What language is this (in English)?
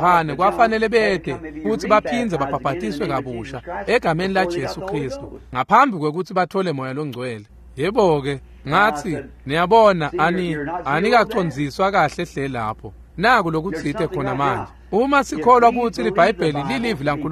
Swati